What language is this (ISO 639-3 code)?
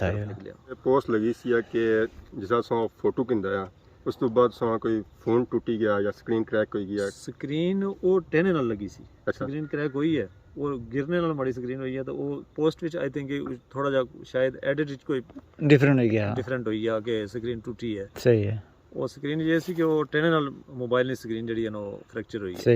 phr